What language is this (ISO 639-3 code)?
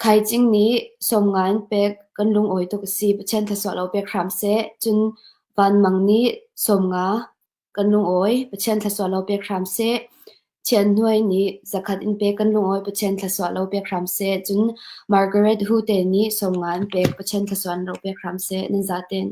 cnh